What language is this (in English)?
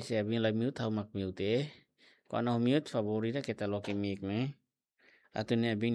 Tetum